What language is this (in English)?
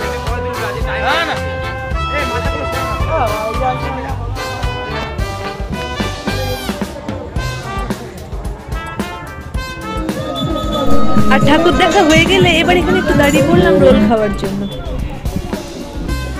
Bangla